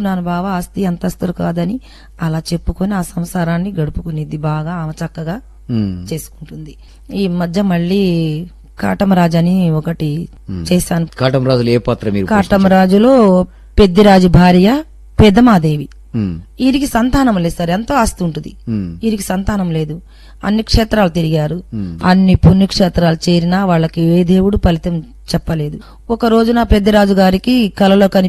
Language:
Telugu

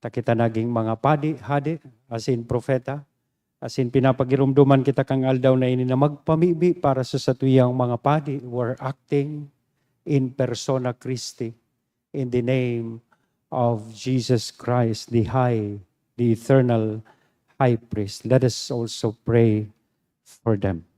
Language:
Bikol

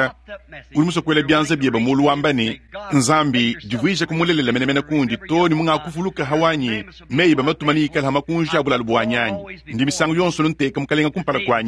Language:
Luba-Lulua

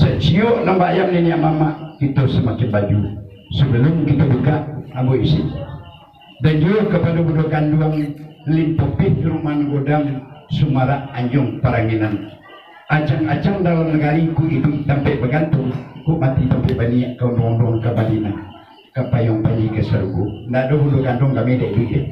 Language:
Minangkabau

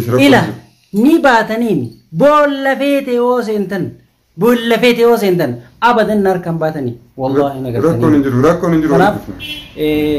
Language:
Oromo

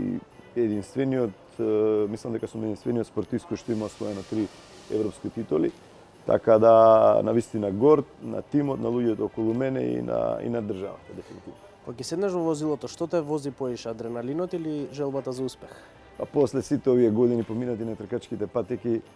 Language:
Macedonian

